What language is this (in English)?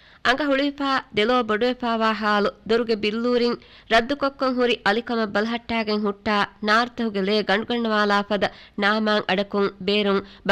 Divehi